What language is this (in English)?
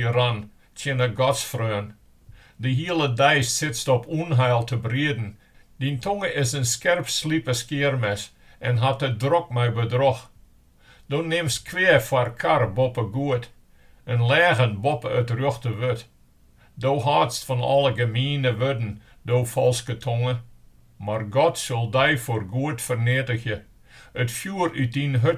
Western Frisian